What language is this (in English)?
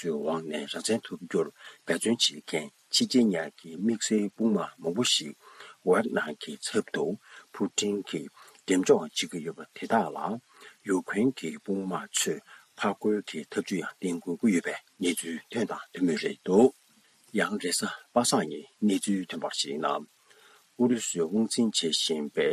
Tibetan